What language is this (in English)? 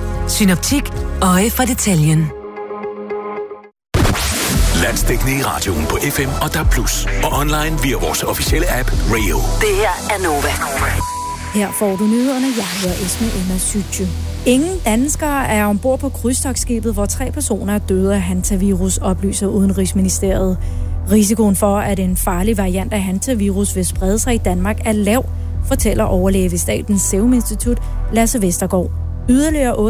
Danish